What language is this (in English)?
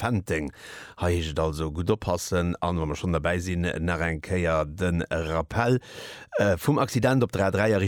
Luxembourgish